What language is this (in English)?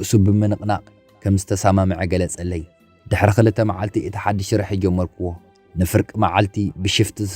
Tigrinya